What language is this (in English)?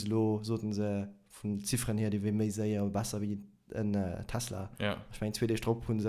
Luxembourgish